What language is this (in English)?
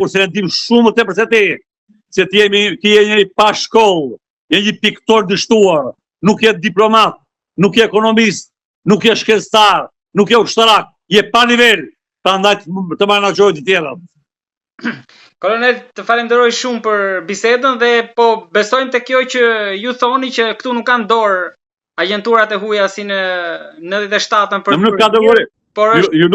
Albanian